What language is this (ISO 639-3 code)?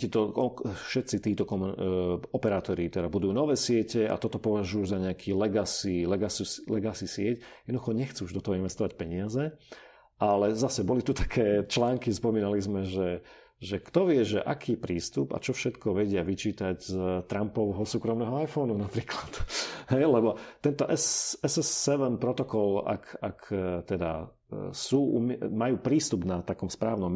slk